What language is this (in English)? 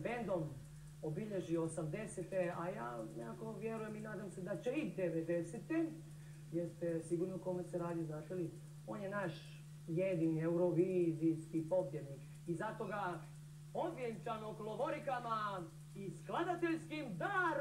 Croatian